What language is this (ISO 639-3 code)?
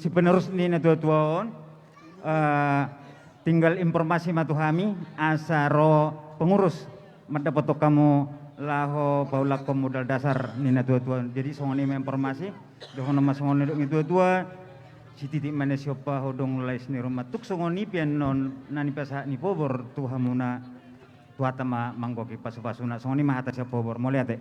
bbc